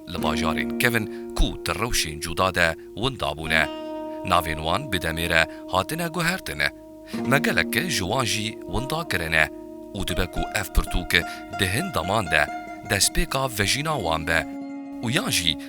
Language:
Kurdish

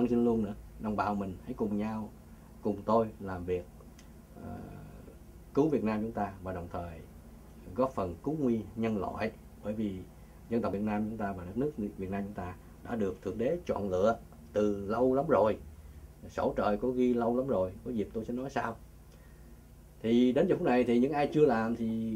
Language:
Vietnamese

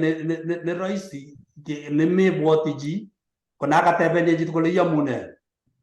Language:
Kalenjin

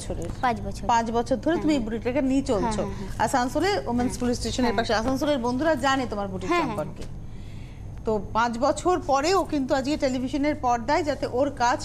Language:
Bangla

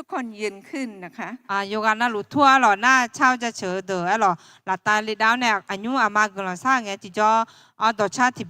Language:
Akha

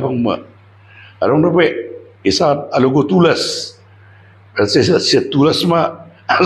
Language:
Batak Toba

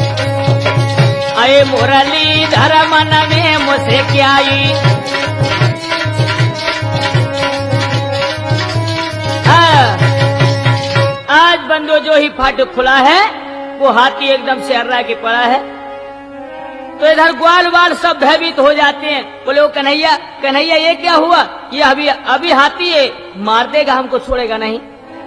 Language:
Hindi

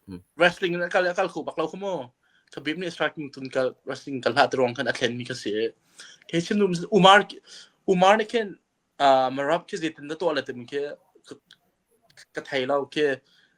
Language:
Hakha Chin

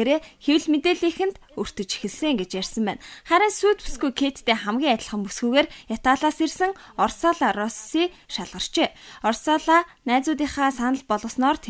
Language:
Mongolian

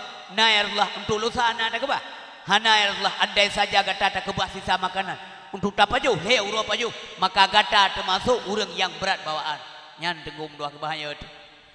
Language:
Achinese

